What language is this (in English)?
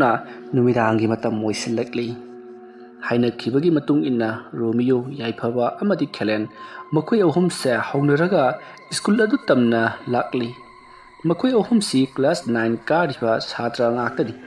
Manipuri